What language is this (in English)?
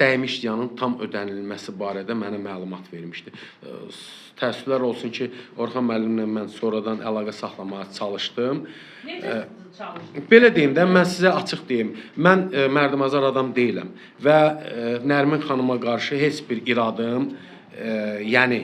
Azerbaijani